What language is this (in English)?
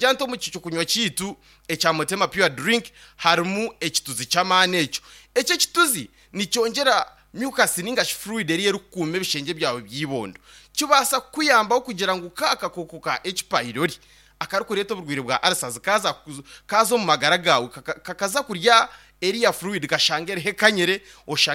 Nyankole